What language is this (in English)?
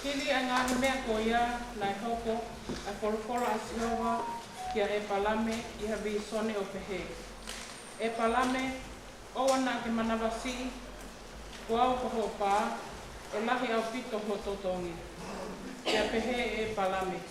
Tongan